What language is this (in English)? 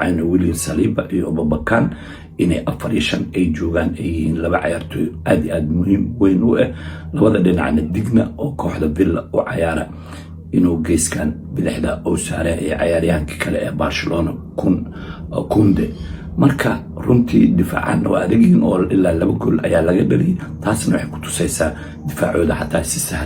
Somali